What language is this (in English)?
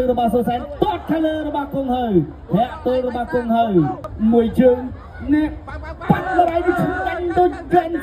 Khmer